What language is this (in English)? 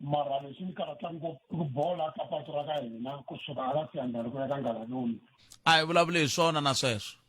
Tsonga